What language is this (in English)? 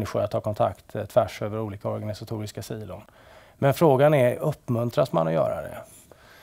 Swedish